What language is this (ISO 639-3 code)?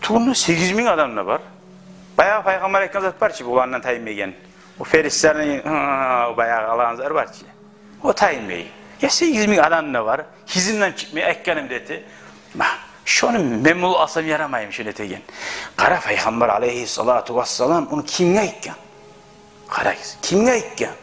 kum